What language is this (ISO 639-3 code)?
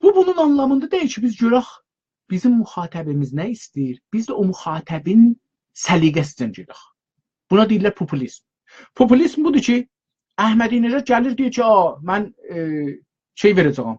azb